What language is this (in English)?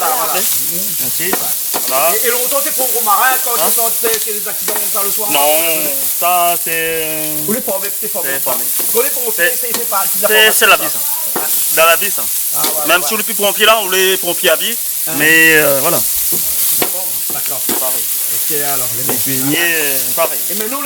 Réunion Creole French